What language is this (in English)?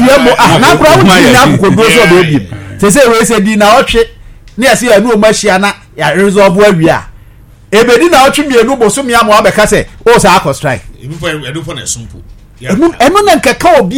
Akan